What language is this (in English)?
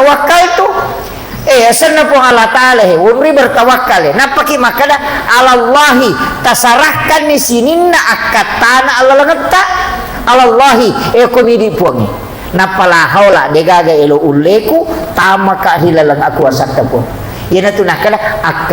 Buginese